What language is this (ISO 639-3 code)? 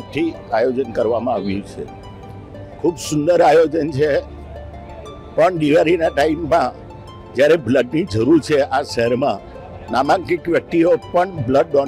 guj